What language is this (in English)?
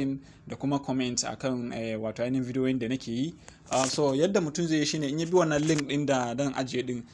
Hausa